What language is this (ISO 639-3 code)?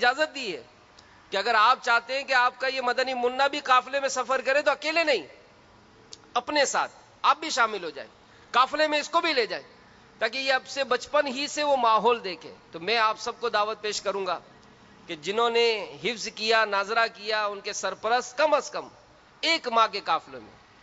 urd